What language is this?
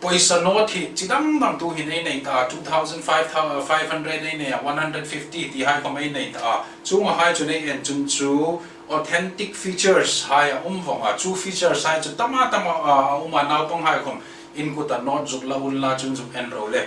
Hmar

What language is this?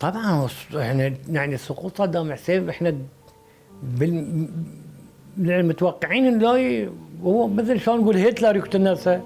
Mesopotamian Arabic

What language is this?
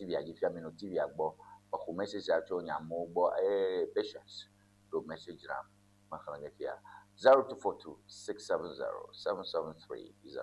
Ewe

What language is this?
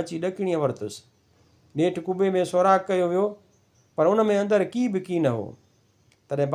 Sindhi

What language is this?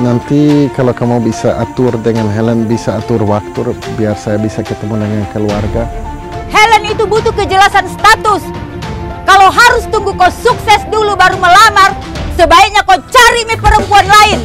Makassar Malay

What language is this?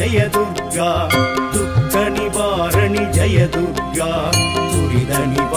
Tamil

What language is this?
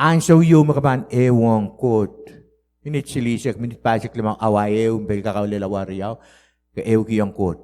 Pohnpeian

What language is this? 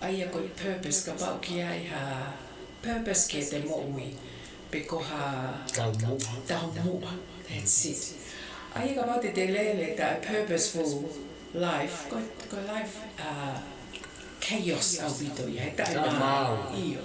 Tongan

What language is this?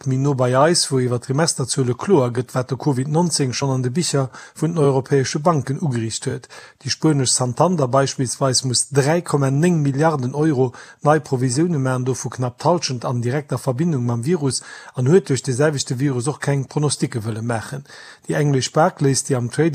Luxembourgish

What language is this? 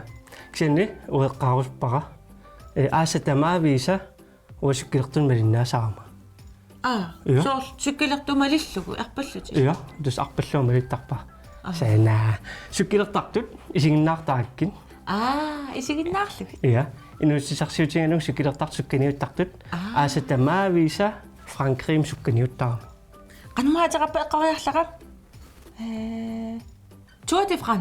Kalaallisut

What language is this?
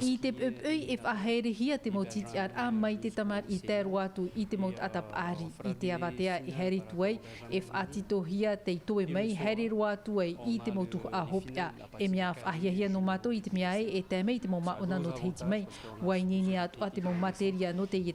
Tahitian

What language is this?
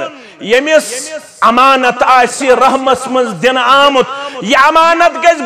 Kashmiri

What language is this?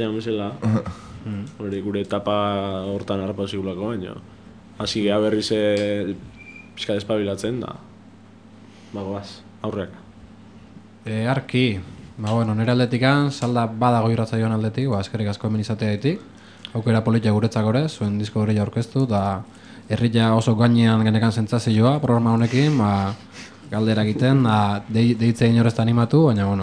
Basque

